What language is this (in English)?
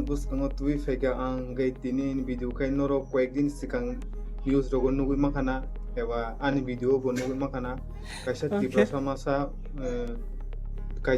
Kok Borok